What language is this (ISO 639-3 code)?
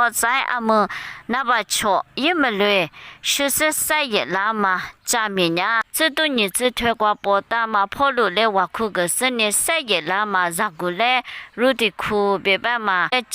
lis